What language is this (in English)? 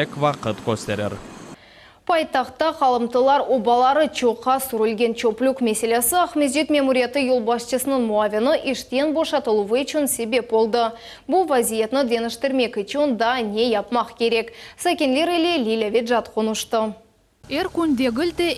Crimean Tatar